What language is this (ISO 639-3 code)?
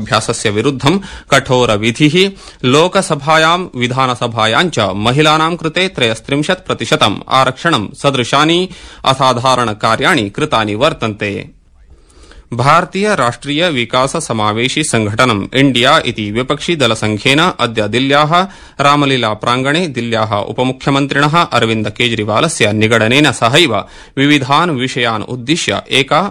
san